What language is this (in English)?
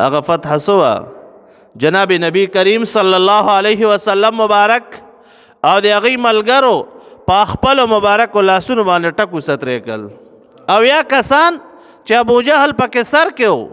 Pashto